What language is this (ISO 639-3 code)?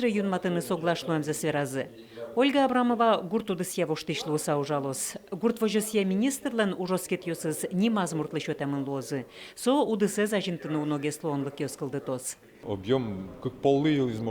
udm